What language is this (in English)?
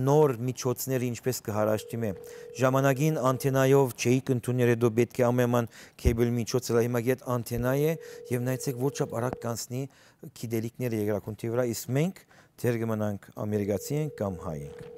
Western Armenian